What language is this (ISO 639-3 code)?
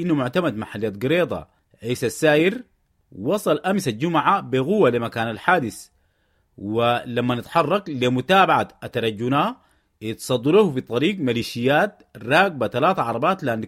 apd